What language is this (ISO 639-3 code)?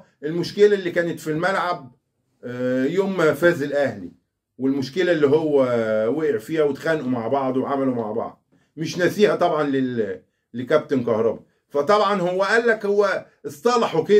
arz